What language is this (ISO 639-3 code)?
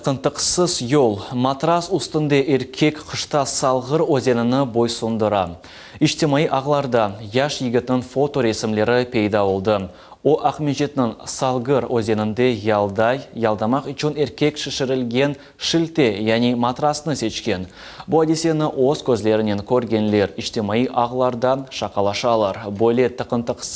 crh